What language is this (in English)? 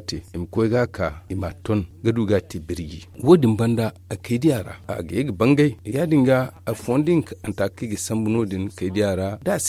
Zarma